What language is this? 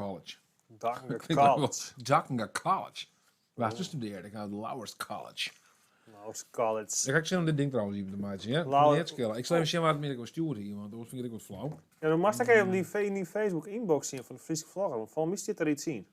Western Frisian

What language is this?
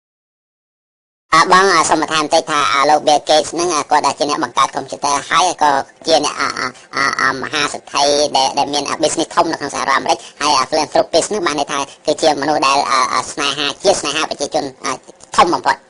Khmer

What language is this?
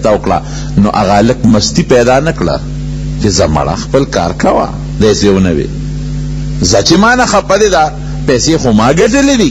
Pashto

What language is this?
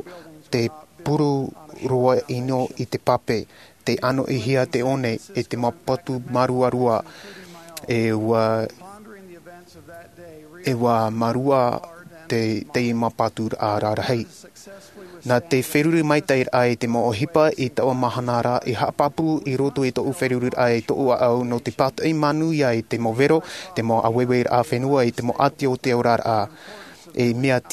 Tahitian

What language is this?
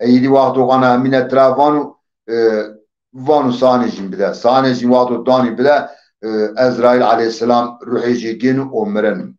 Zaza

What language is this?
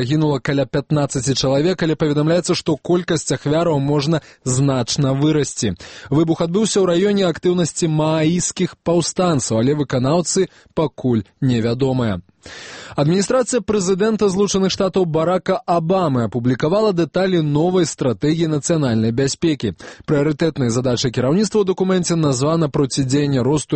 Belarusian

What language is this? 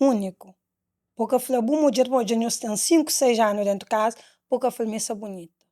Kabuverdianu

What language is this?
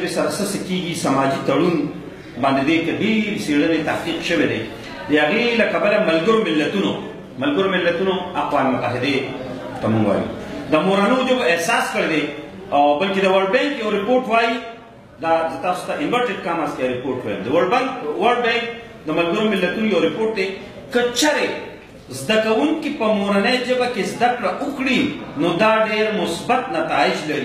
Pashto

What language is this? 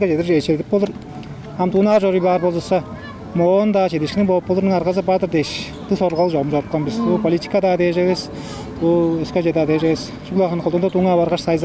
Tuvinian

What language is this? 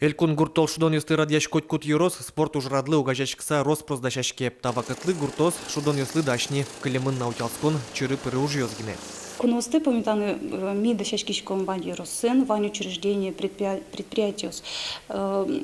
Udmurt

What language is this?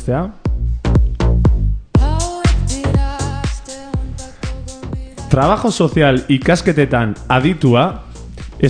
Basque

